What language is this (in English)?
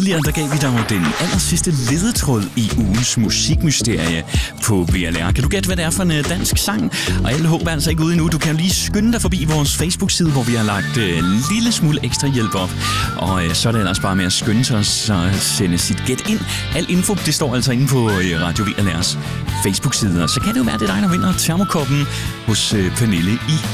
Danish